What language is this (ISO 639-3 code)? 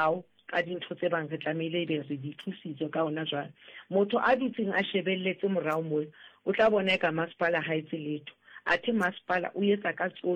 sot